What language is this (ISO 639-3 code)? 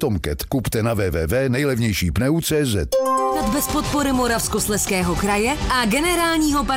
ces